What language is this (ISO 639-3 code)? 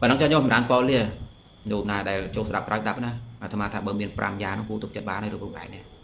khm